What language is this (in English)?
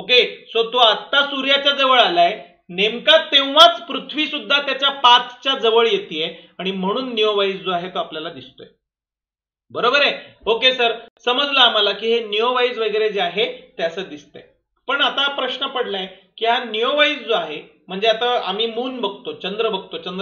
Marathi